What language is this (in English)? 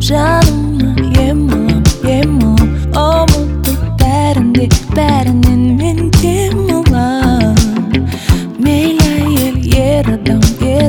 Kazakh